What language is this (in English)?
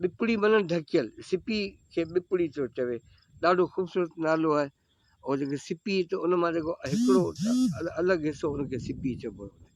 Sindhi